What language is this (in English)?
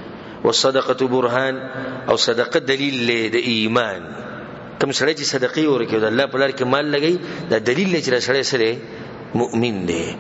Pashto